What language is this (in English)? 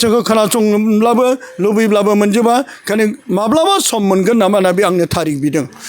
Bodo